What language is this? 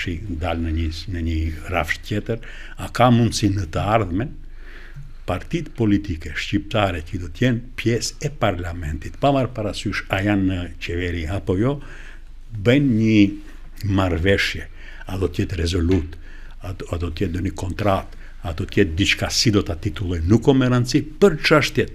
Albanian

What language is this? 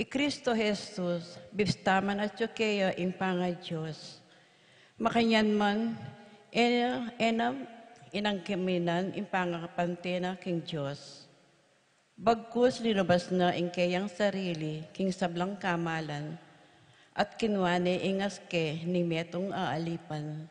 Pampanga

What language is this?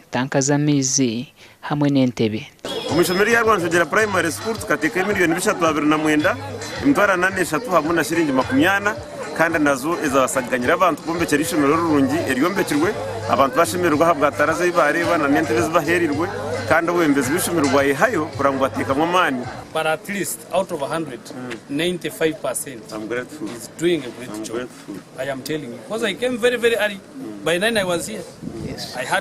Nyankole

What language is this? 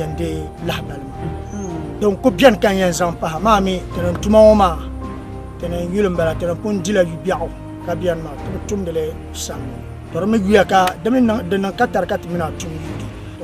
Dagbani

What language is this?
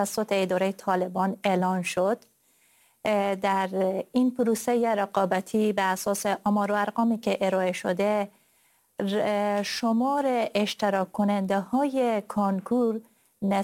Persian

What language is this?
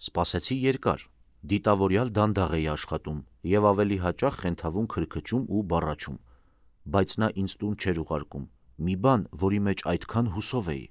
Armenian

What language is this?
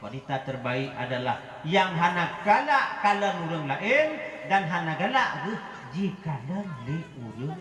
Achinese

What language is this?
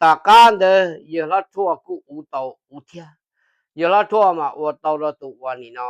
Hmong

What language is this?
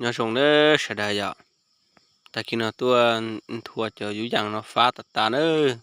Hmong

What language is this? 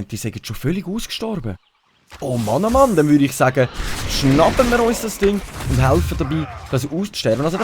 Swiss German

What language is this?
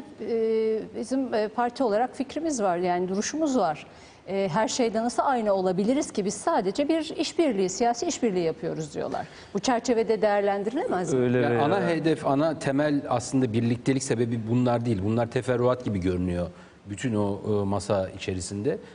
Turkish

